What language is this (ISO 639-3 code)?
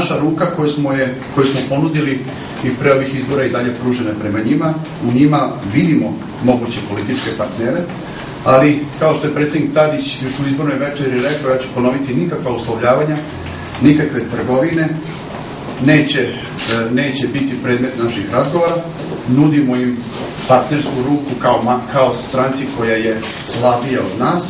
srp